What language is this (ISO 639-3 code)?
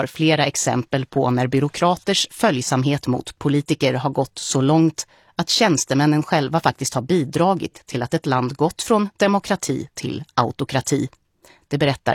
swe